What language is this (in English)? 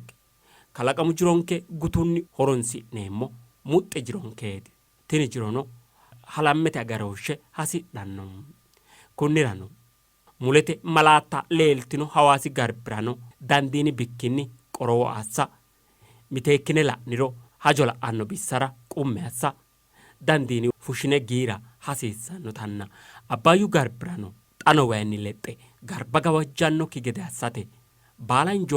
Sidamo